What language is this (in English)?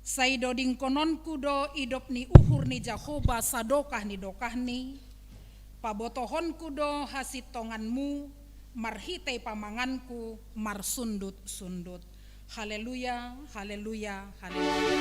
Batak Simalungun